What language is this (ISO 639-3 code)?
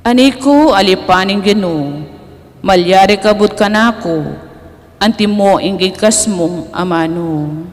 pam